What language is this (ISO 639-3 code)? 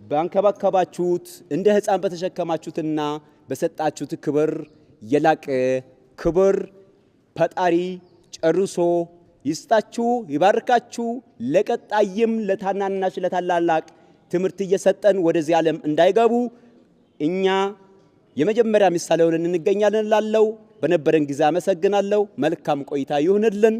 amh